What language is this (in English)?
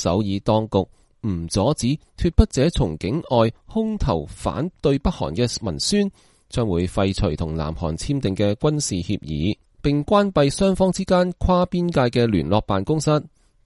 Cantonese